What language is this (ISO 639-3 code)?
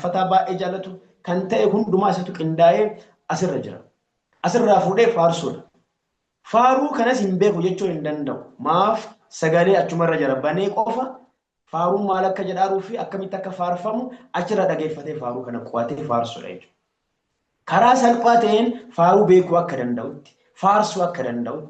orm